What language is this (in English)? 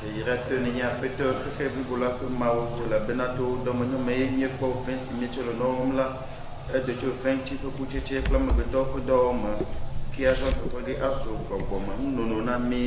Ewe